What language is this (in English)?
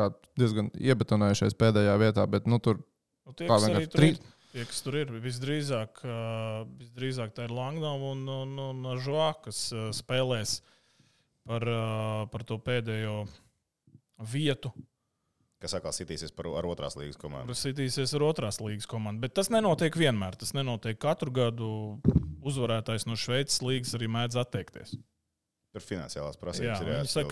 Latvian